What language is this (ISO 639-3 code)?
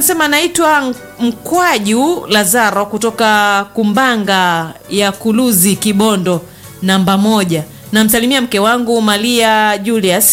swa